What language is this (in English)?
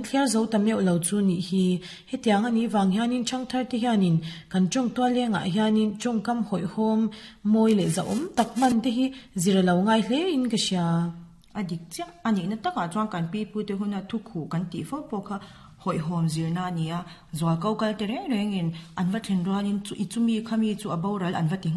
Mizo